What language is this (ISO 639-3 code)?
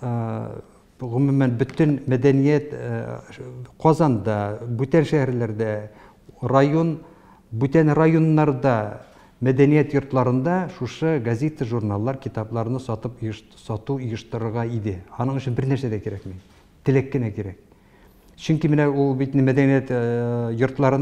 tat